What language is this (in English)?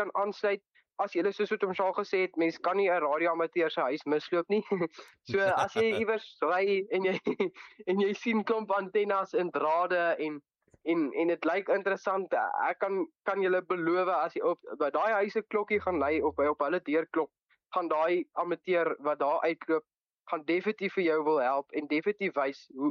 Afrikaans